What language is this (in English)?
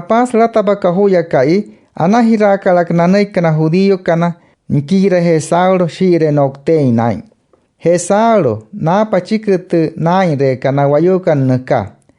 Wayuu